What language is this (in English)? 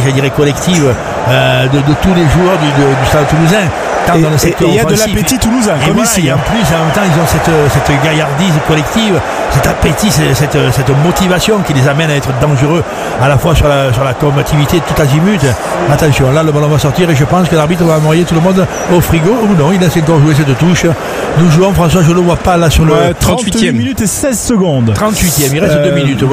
French